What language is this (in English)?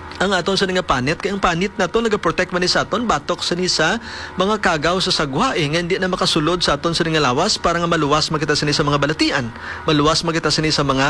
Hiligaynon